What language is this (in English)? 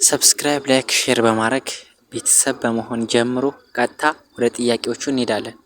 Amharic